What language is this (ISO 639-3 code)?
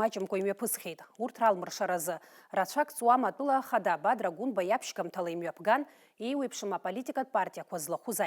abk